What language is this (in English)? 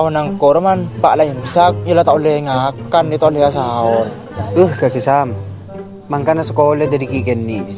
Madurese